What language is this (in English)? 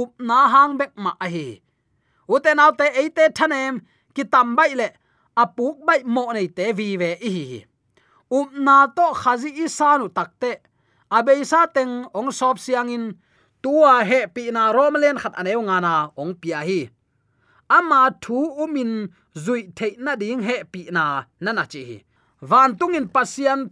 Tedim Chin